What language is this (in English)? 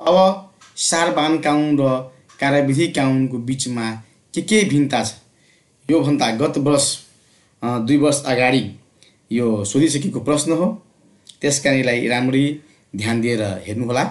Nepali